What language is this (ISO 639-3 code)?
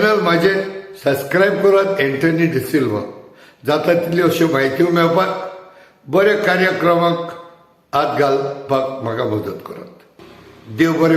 kok